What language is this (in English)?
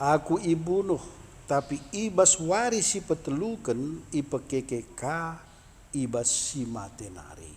Batak Karo